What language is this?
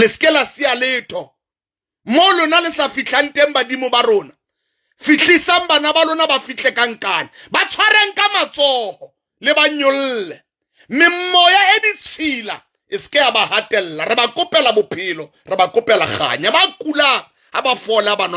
Southern Sotho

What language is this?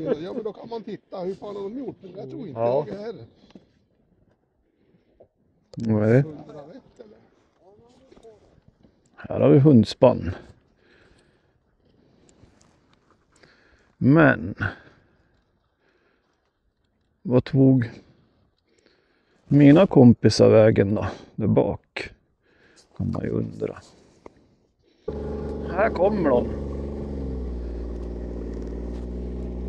Swedish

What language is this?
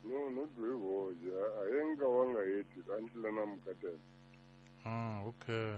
Tsonga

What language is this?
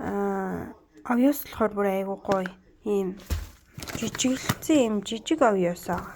Mongolian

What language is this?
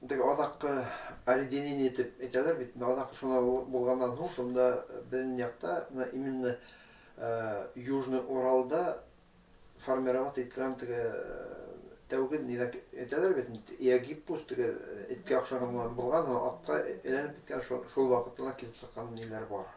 Bashkir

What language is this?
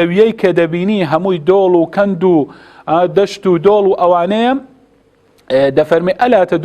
Central Kurdish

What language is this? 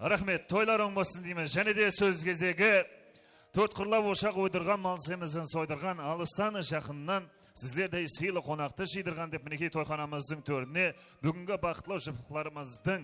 Kara-Kalpak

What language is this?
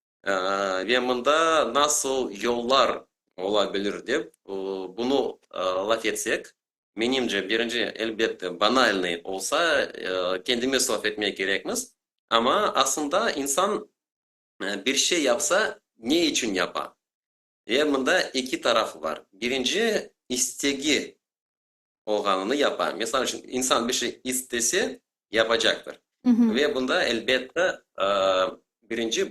Crimean Tatar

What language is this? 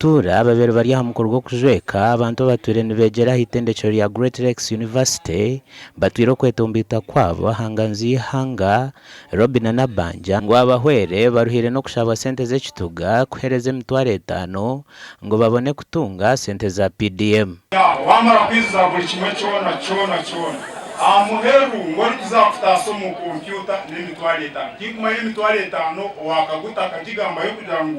Nyankole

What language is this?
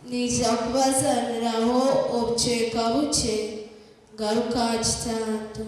Nyankole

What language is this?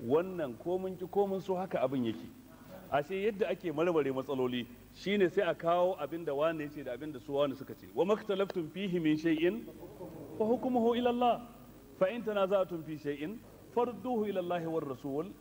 Hausa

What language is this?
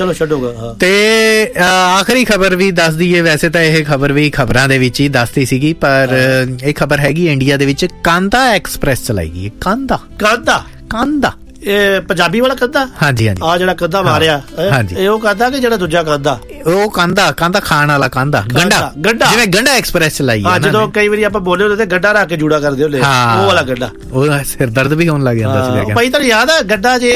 Punjabi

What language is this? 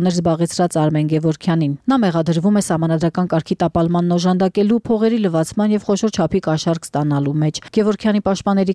Armenian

